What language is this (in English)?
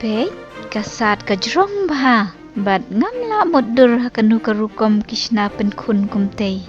Khasi